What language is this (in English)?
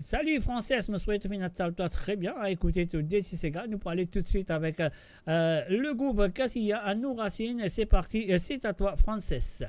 Morisyen